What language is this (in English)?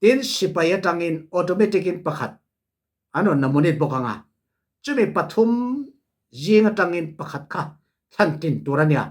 Falam Chin